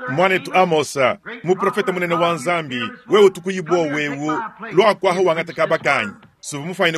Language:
Luba-Lulua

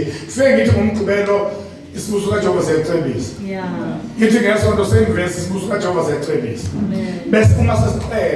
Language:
Zulu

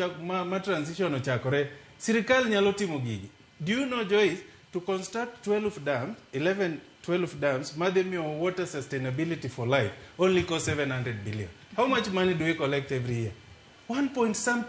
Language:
Luo (Kenya and Tanzania)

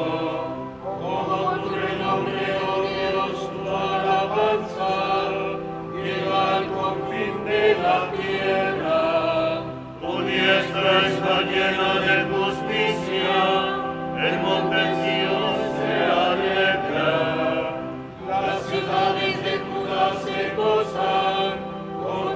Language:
Spanish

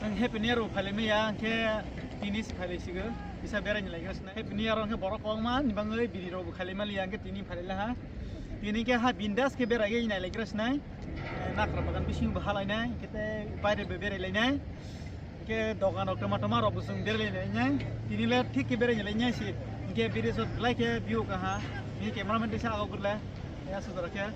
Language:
Kok Borok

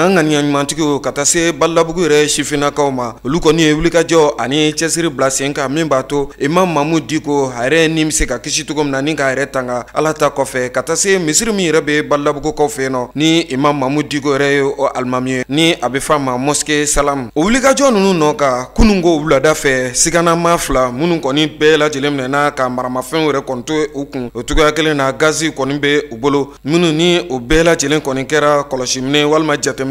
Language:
Bambara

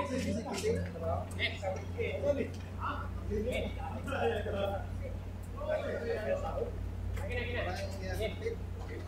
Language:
Filipino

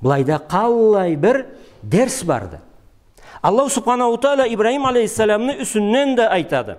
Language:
Karachay-Balkar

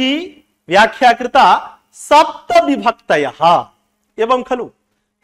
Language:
Sanskrit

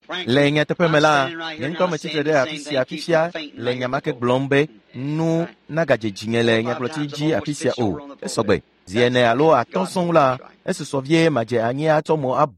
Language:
Ewe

